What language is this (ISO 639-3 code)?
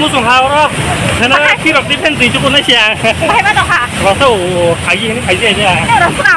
trp